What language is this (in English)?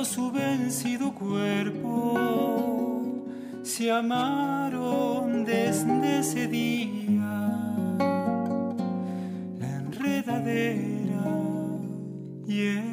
Spanish